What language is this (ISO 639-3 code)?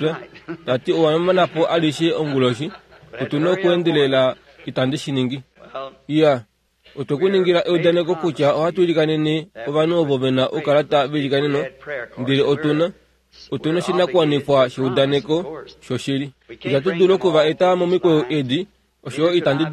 kua